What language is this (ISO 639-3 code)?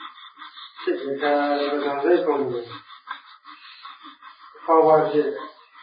mya